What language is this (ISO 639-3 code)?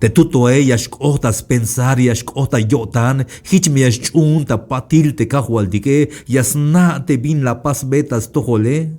tzh